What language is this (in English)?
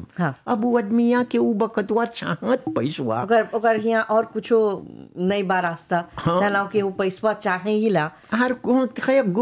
Bhojpuri